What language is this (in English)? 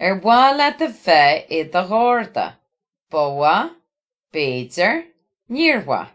Irish